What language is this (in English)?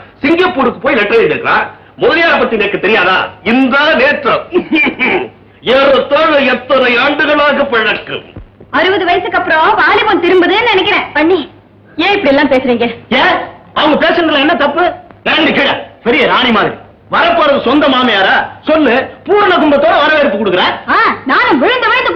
Tamil